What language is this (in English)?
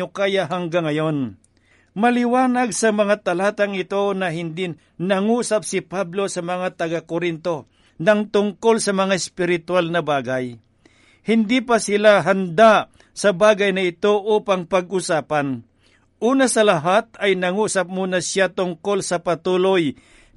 Filipino